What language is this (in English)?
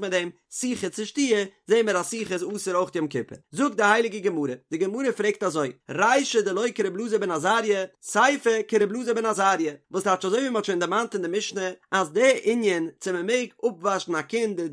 Yiddish